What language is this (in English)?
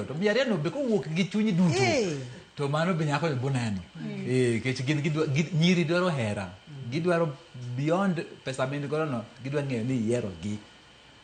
Luo (Kenya and Tanzania)